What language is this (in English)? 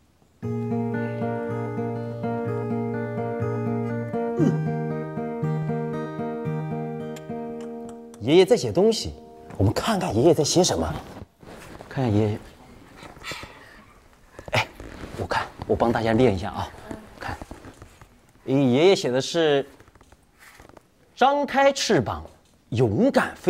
Chinese